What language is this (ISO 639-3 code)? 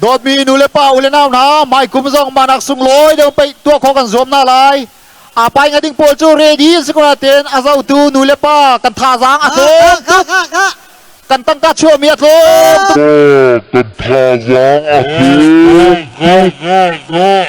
cnh